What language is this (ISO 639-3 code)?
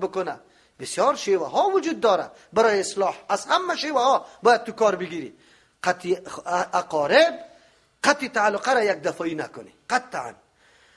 fas